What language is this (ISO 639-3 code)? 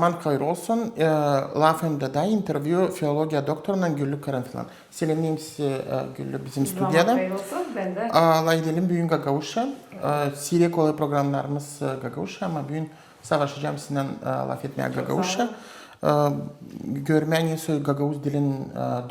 gag